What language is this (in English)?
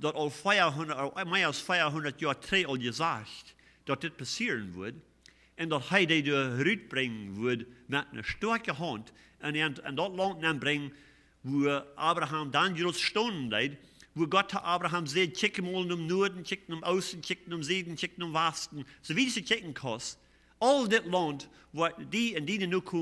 Plautdietsch